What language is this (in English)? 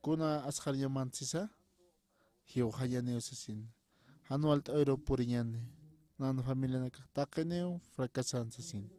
Aymara